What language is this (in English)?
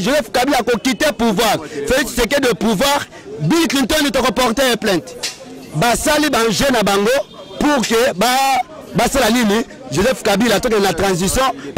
Lingala